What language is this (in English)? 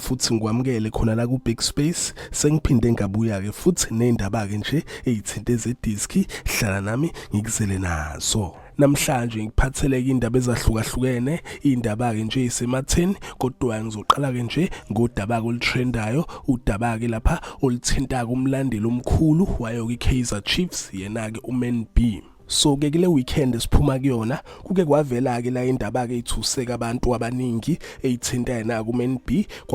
Zulu